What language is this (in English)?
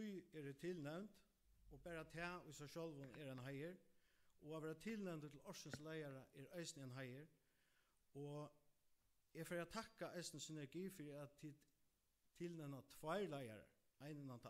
Faroese